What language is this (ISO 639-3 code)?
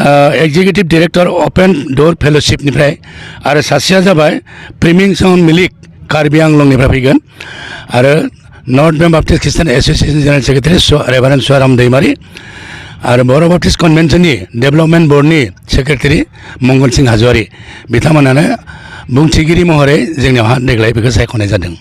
brx